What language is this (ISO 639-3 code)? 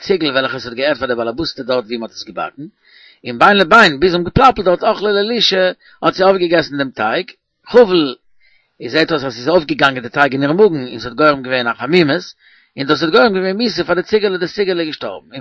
yid